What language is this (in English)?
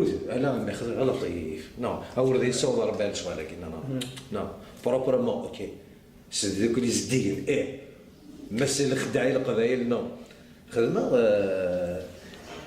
Kabyle